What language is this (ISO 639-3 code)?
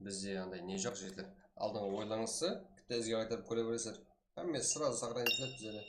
kaa